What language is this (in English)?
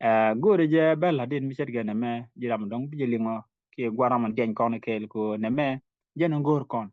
Nuer